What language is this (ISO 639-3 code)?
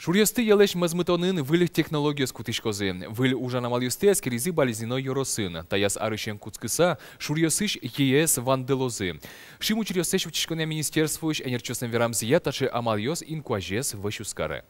udm